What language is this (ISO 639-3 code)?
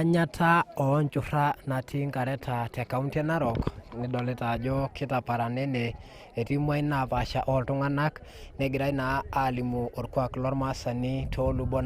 mas